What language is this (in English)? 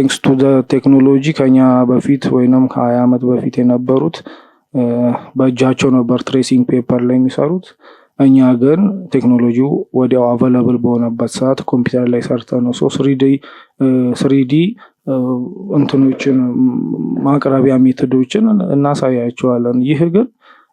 Amharic